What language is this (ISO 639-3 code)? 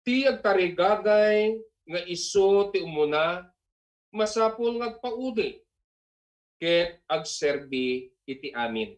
ilo